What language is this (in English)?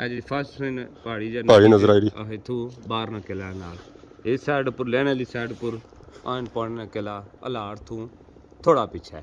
Pahari-Potwari